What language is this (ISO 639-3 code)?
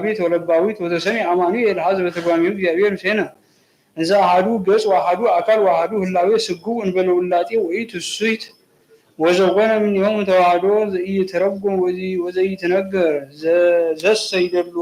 gez